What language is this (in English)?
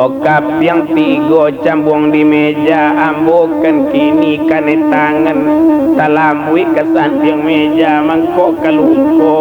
Minangkabau